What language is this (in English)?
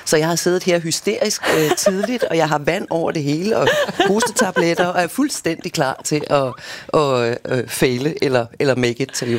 Danish